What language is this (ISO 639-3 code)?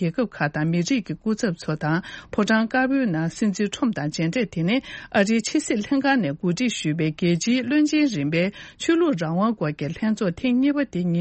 bod